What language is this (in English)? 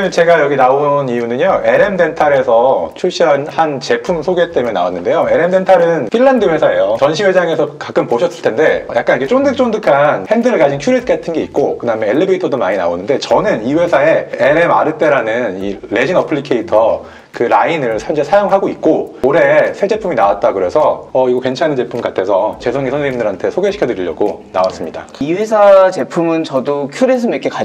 Korean